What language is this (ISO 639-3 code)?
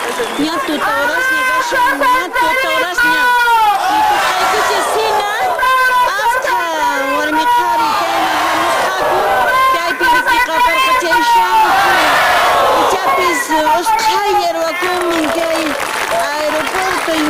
que